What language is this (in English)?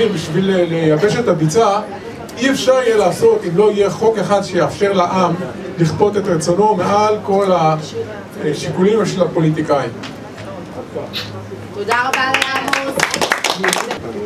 Hebrew